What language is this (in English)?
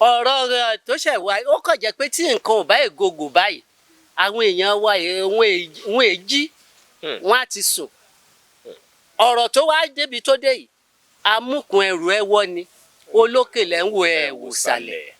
Yoruba